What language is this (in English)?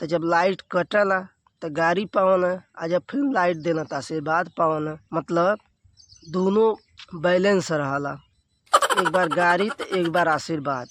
Bhojpuri